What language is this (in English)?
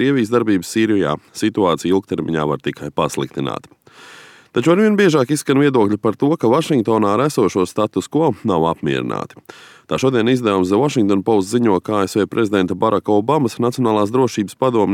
Latvian